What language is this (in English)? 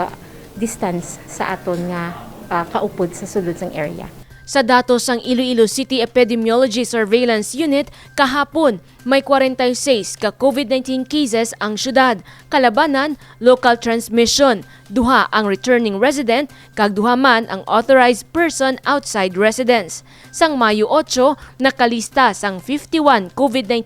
Hiligaynon